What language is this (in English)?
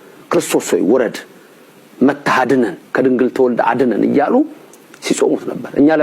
Amharic